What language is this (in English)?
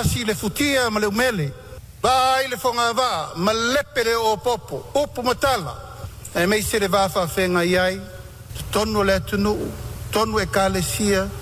Samoan